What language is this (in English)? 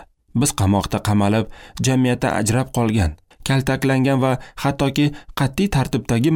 Uzbek